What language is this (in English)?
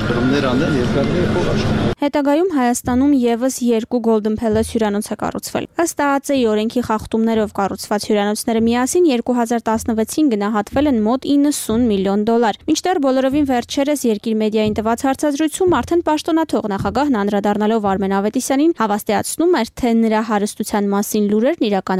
Armenian